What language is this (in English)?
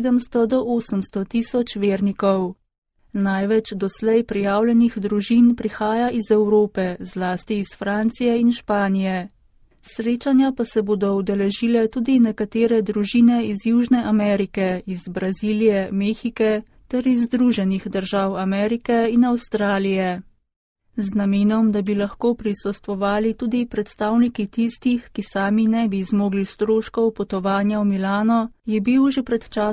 Slovenian